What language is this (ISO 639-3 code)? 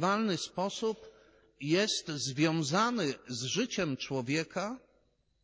pol